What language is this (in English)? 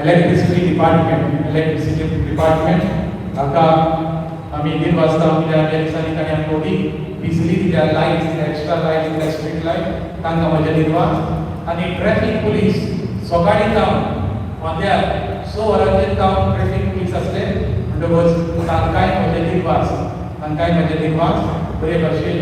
Konkani